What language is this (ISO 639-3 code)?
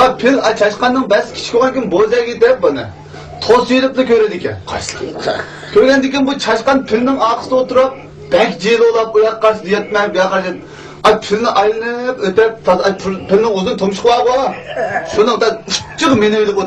uig